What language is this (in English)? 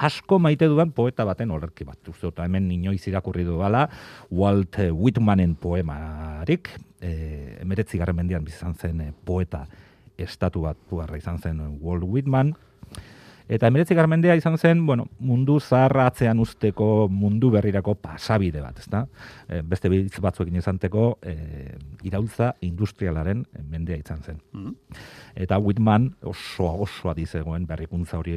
Basque